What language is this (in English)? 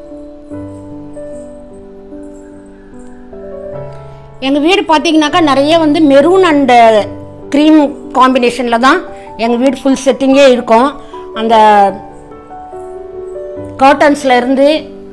Tamil